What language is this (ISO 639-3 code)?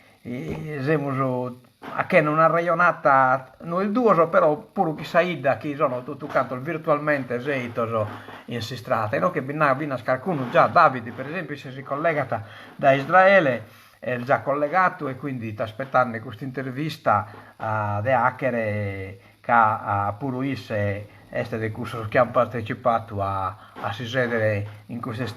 srd